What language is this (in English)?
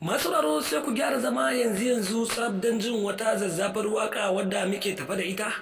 Hausa